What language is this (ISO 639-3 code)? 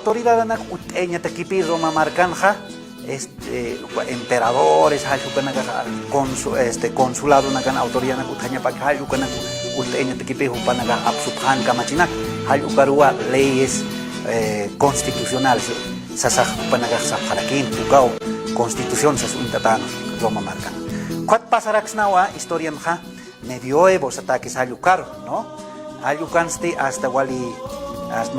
aym